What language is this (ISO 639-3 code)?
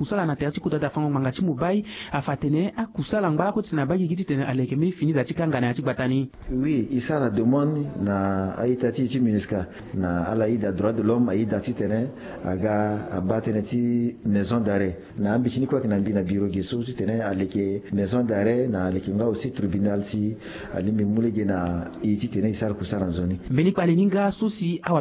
sag